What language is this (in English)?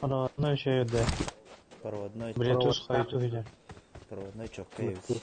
Yakut